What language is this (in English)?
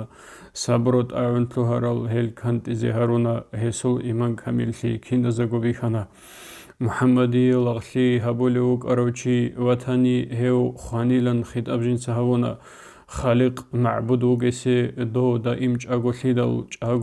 Avaric